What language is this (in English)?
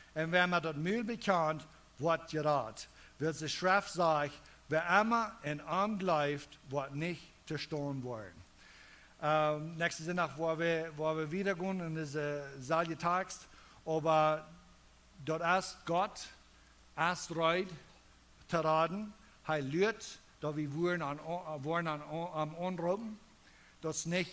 Plautdietsch